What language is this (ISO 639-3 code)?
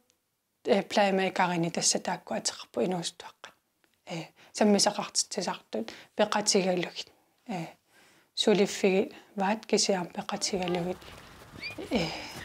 kal